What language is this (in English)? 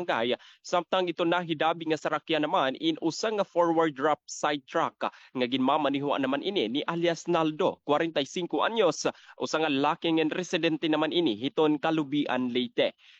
Waray